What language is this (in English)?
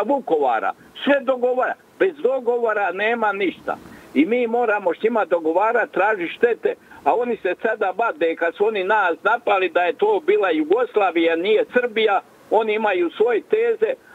Croatian